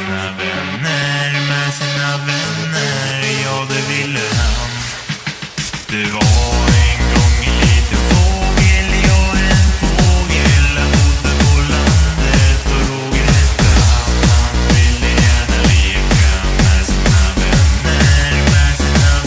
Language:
Swedish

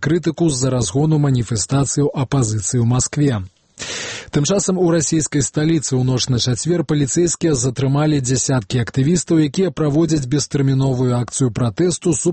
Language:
Belarusian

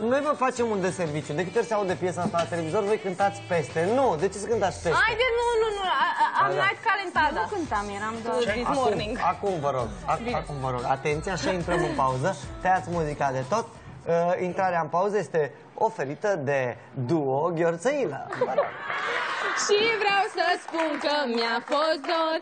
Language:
Romanian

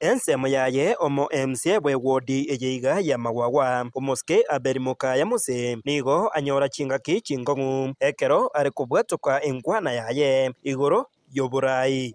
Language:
Gusii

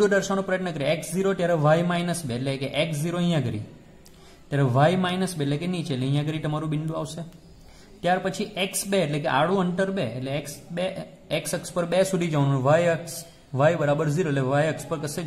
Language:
Gujarati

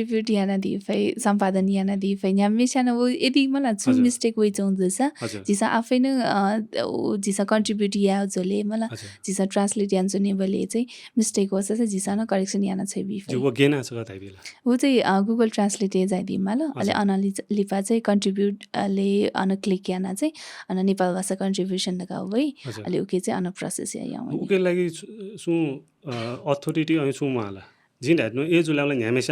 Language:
Newari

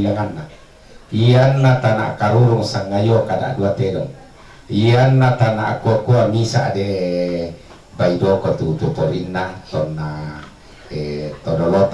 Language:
Toraja-Sa'dan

